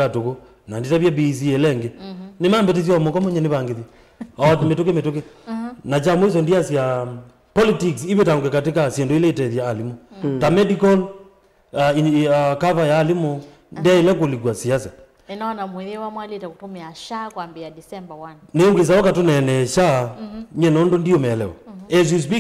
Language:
Kamba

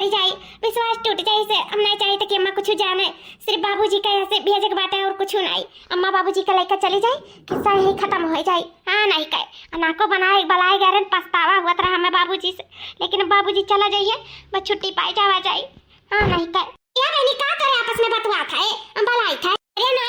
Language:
Awadhi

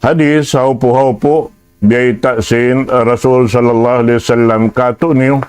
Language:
Tausug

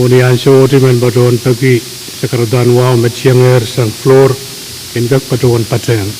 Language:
Pohnpeian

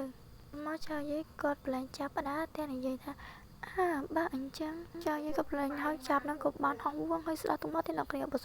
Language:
Khmer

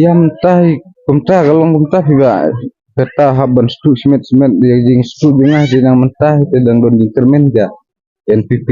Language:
Khasi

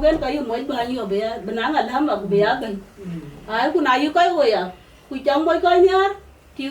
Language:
Dinka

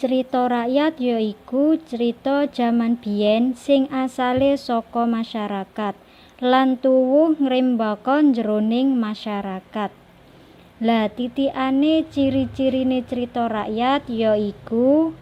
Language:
Javanese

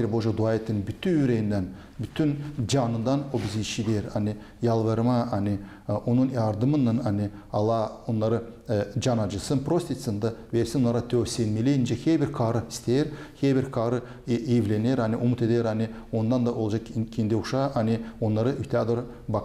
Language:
Gagauz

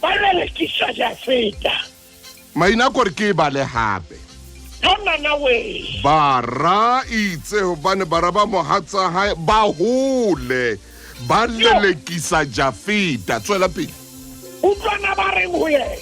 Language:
Southern Sotho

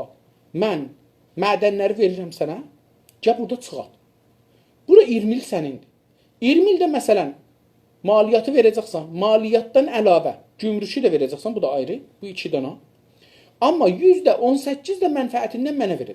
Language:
South Azerbaijani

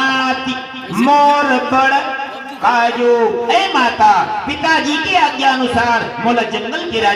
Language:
Chhattisgarhi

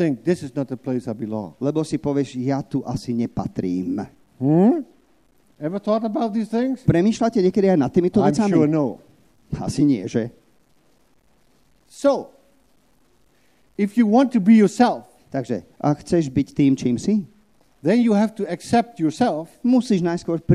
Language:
Slovak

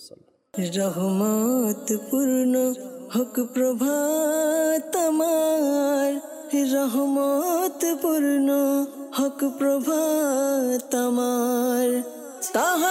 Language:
Bangla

